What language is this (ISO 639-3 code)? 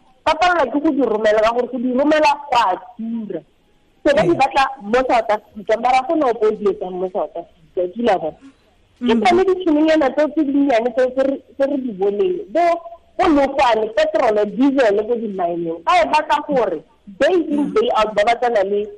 tsn